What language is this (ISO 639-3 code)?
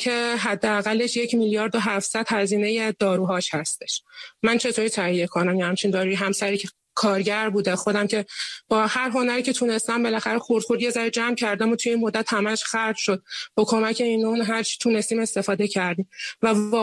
fas